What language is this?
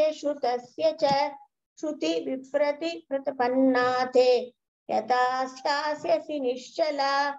Sanskrit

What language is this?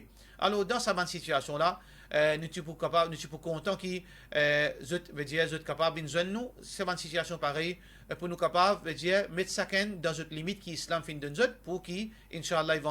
Morisyen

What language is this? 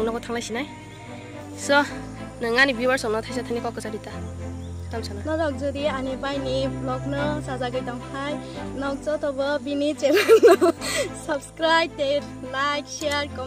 Kok Borok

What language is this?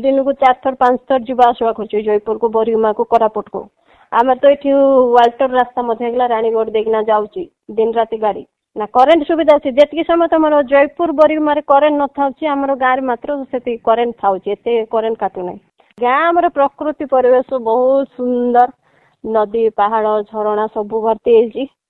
Odia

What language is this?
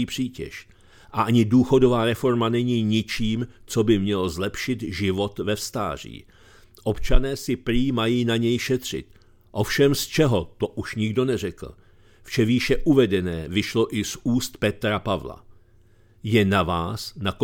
Czech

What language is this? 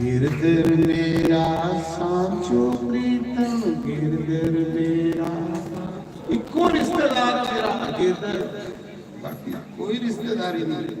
Dogri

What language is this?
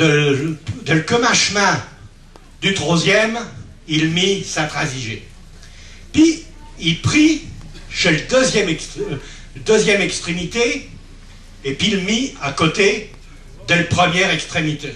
Picard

